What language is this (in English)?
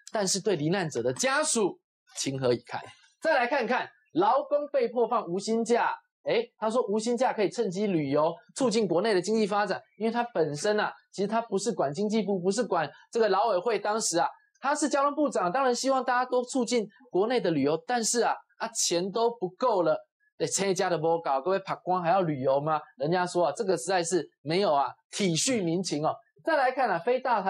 Chinese